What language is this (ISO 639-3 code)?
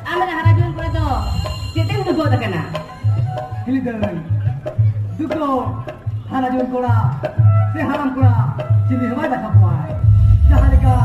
sat